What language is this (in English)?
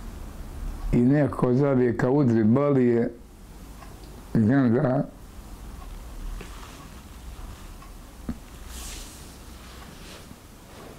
Bosnian